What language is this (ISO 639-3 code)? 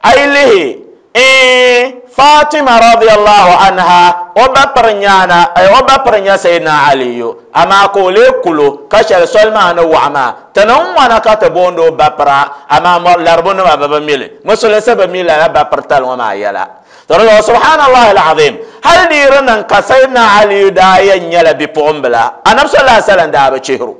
dag